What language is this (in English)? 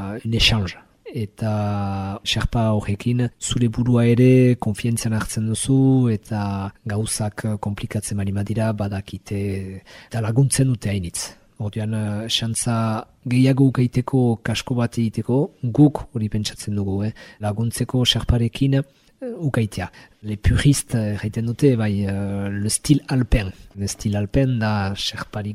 Basque